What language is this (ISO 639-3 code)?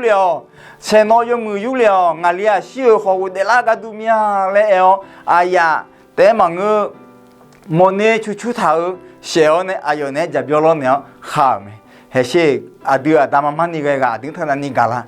ahk